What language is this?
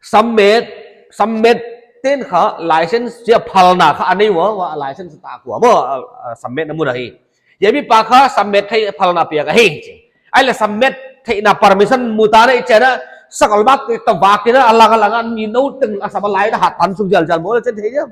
Paite Chin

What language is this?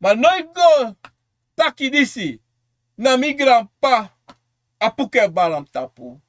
Sranan Tongo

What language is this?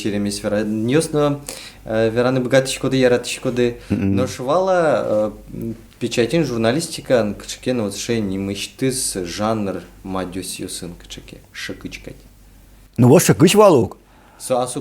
Udmurt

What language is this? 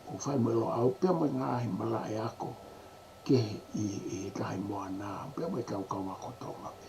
Tongan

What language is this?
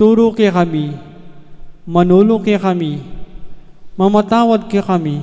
Pampanga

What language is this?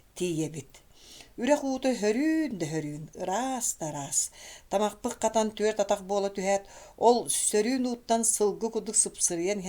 Yakut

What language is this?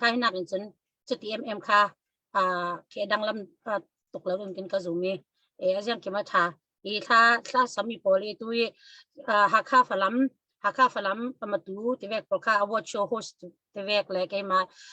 Falam Chin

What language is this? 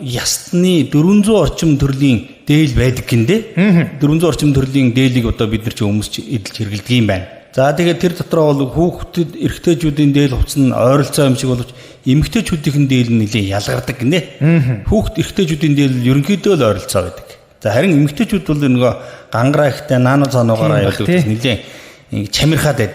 Mongolian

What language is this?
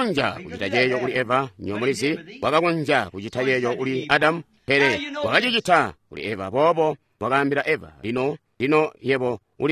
Tonga (Zambia)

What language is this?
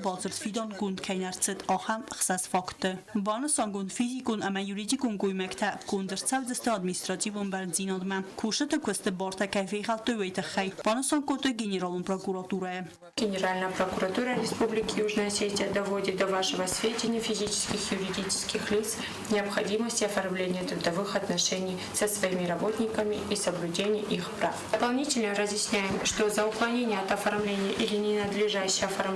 Ossetic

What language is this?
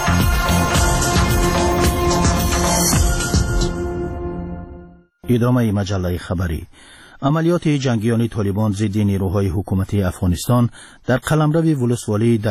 Persian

